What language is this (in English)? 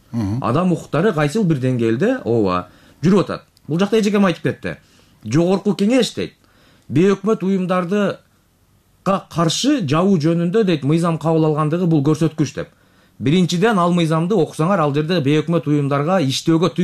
Kyrgyz